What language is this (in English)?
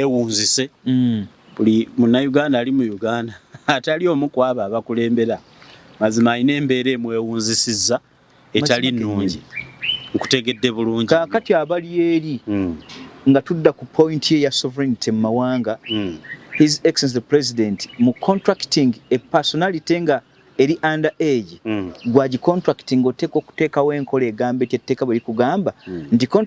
Ganda